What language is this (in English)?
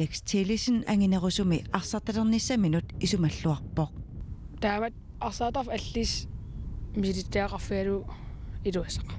Kalaallisut